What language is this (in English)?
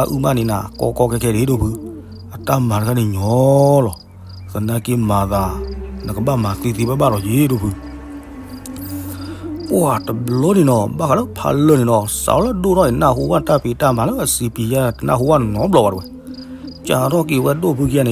S'gaw Karen